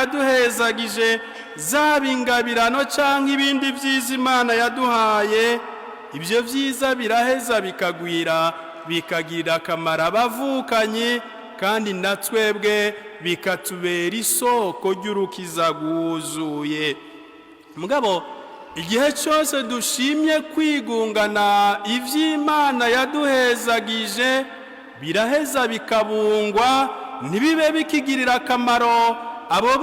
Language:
Rundi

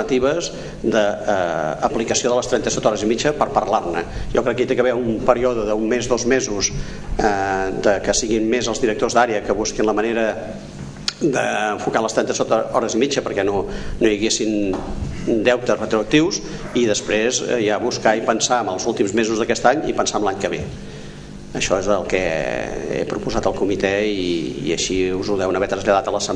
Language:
Catalan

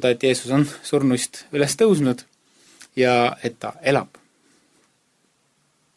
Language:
Estonian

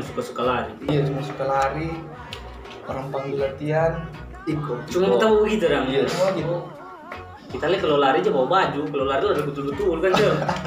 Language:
Manado Malay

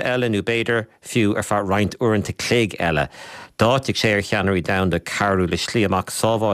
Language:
Irish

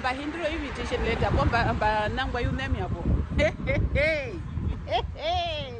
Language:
Herero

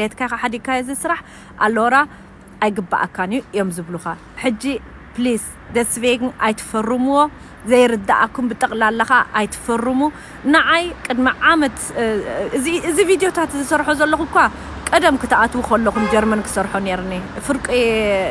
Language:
Tigrinya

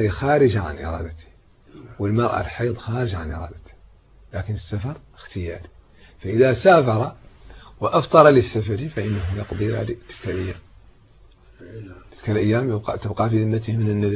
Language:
Arabic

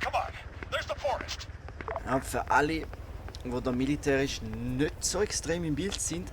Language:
Swiss German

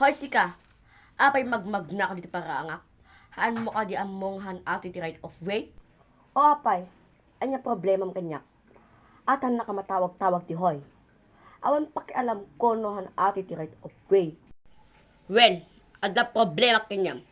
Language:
Iloko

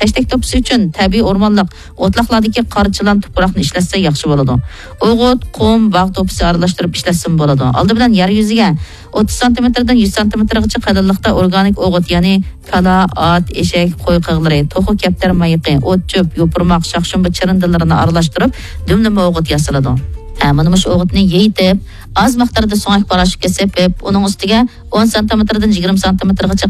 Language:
Uyghur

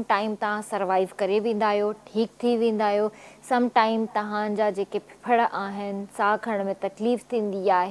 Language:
Sindhi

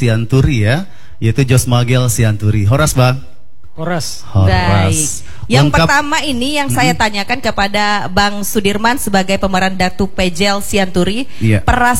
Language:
Indonesian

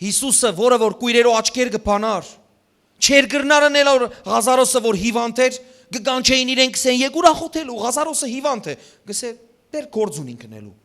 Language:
Western Armenian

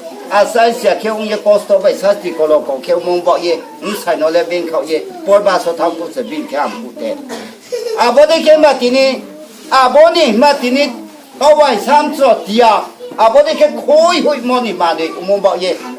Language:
Riang (India)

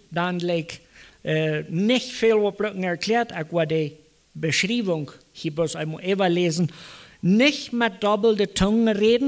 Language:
Plautdietsch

